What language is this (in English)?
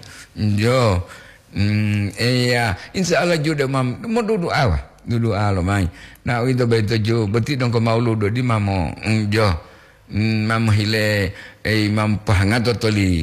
Gorontalo